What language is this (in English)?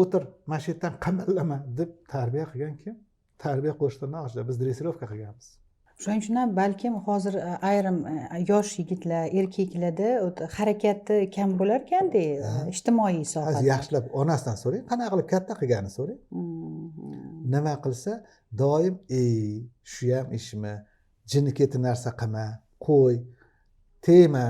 Uzbek